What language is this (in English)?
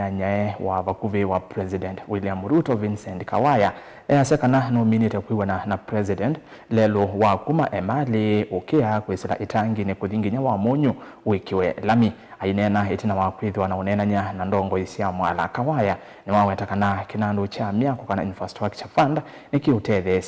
Kamba